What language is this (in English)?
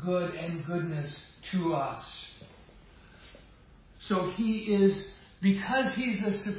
English